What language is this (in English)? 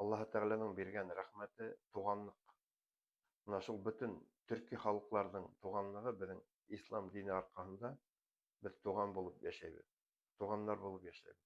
Bashkir